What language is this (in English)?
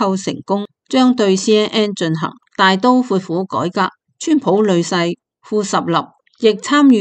Cantonese